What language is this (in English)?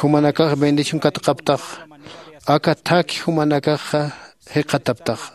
Aymara